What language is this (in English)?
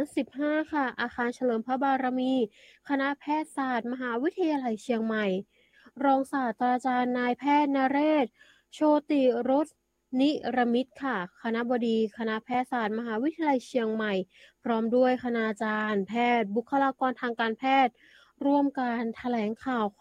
Thai